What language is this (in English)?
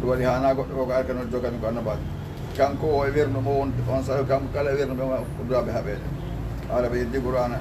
Fula